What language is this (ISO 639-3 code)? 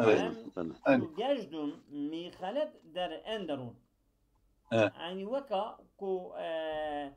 kur